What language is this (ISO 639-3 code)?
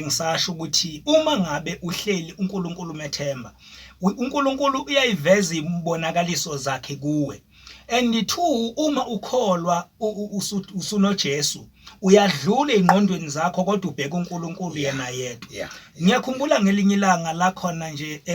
zul